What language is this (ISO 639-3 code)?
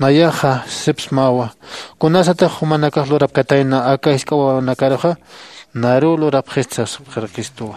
aym